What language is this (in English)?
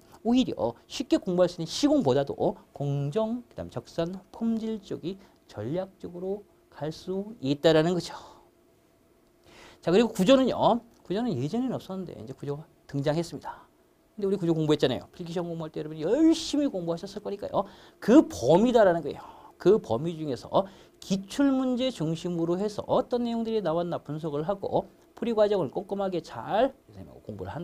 Korean